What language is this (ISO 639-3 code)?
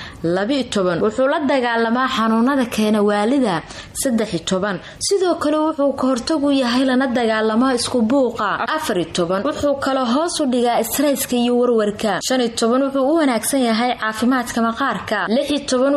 som